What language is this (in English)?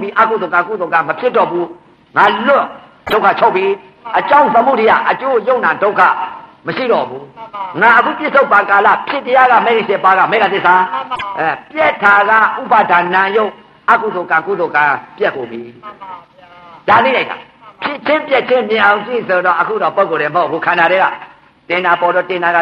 Burmese